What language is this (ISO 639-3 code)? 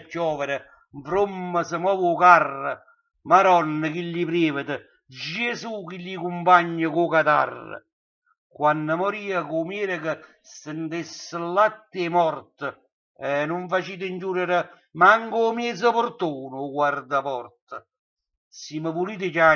nap